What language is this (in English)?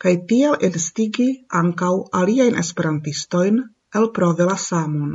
Esperanto